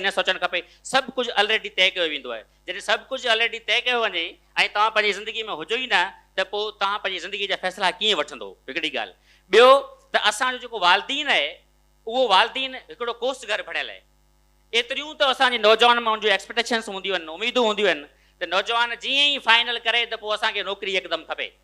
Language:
Sindhi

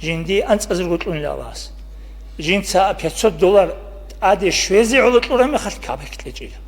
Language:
Avaric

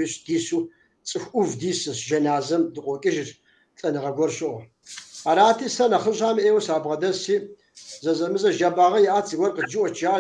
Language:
Kabardian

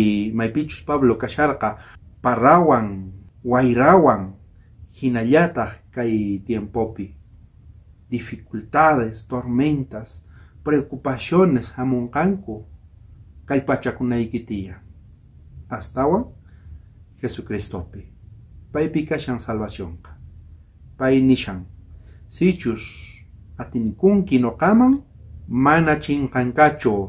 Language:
South Bolivian Quechua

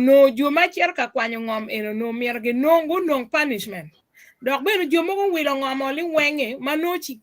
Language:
Acoli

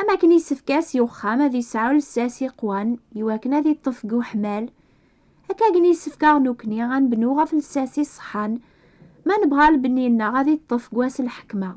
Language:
Kabyle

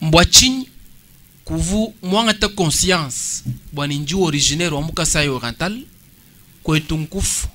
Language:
Luba-Lulua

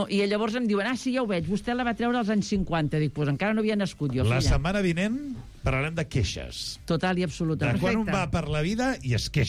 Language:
Catalan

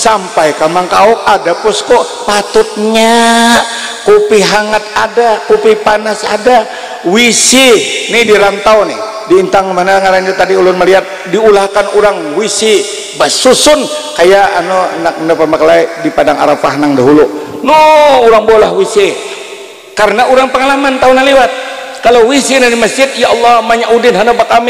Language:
Banjar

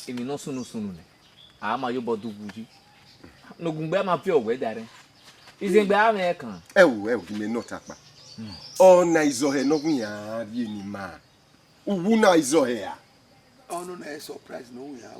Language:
Bini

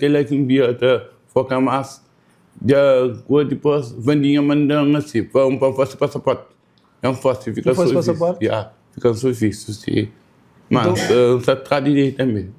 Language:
Kabuverdianu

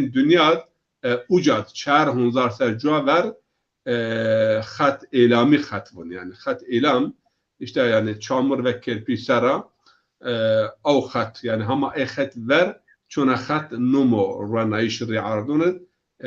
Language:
Zaza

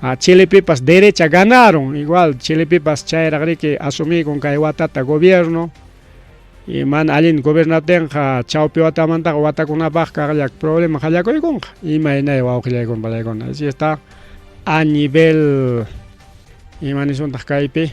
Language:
Ayacucho Quechua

